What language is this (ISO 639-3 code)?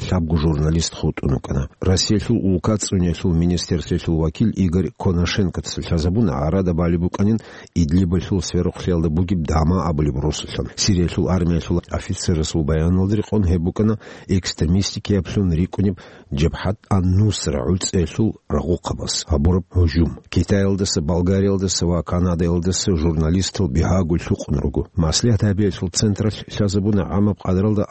ava